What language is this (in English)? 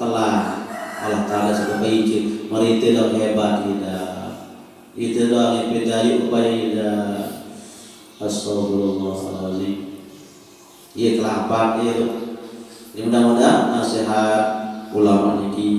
Sasak